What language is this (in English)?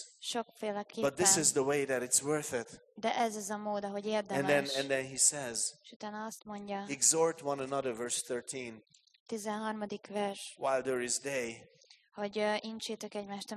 Hungarian